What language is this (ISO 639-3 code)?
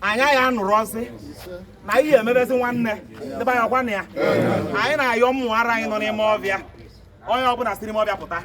ibo